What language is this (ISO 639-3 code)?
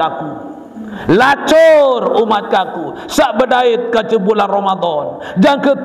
sas